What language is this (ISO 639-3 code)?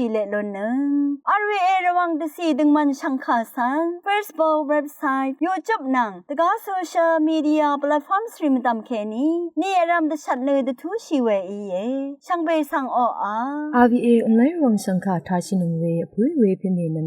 raw